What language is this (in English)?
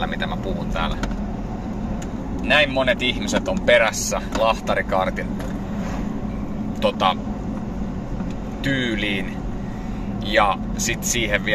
Finnish